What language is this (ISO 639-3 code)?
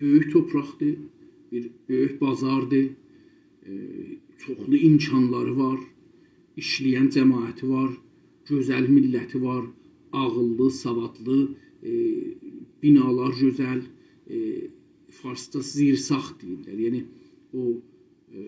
azb